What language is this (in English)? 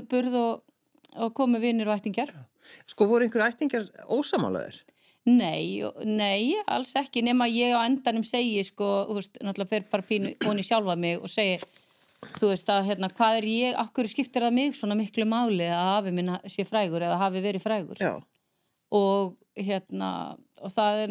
Icelandic